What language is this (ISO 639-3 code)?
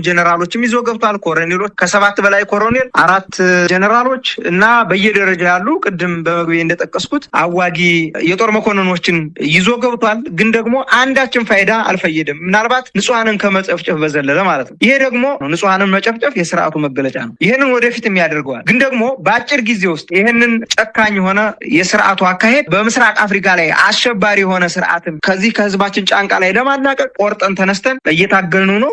amh